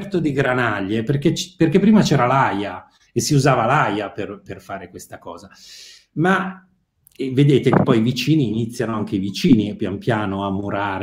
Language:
Italian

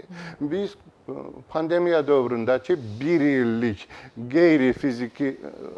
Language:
Azerbaijani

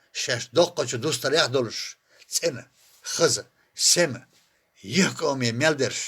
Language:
Chechen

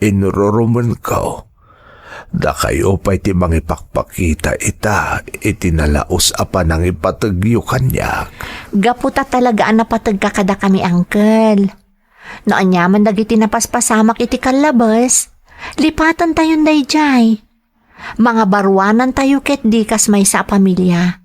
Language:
Iloko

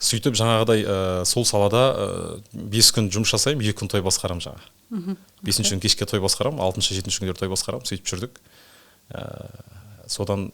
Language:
Kazakh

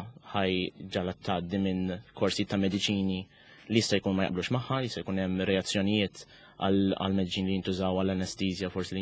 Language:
Maltese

